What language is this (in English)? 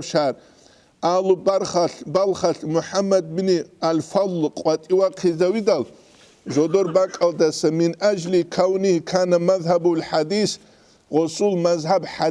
Avaric